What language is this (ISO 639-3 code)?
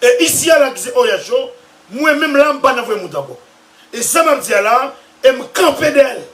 hat